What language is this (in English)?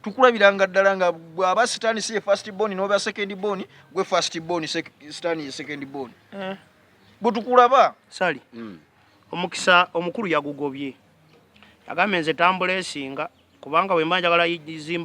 Ganda